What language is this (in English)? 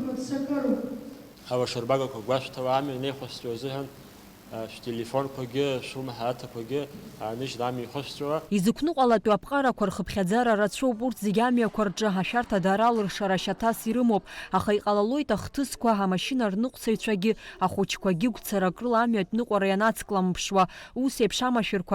Abkhazian